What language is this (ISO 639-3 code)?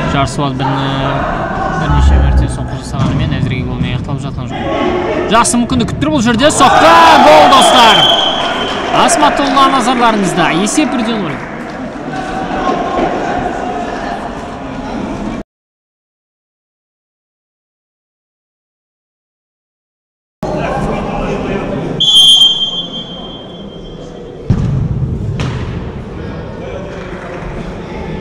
kaz